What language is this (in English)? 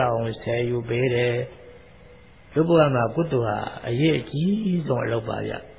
Burmese